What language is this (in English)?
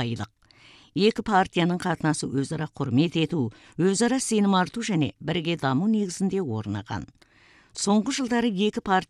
Kazakh